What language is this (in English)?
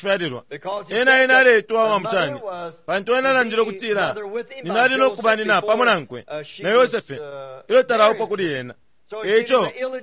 Bemba